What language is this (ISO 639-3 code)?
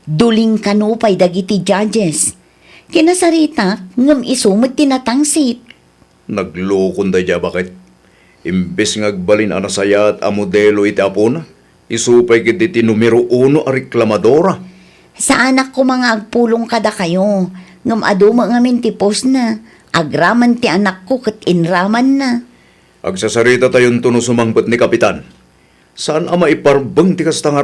ilo